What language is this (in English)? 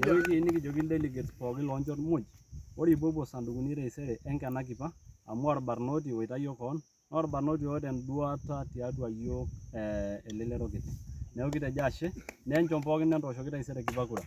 Masai